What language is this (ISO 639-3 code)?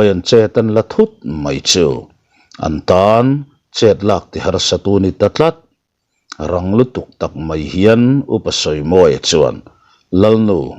lus